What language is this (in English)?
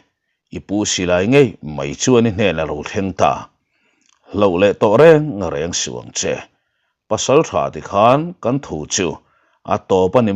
Mizo